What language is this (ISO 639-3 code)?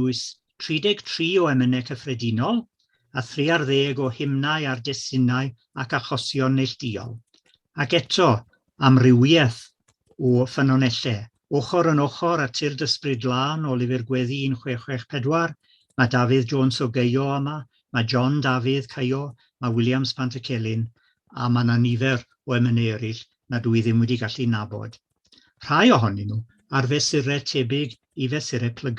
cym